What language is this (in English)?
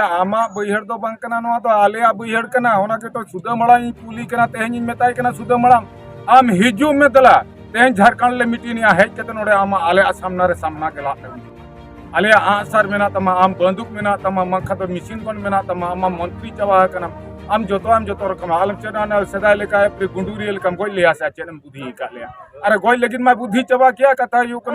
Santali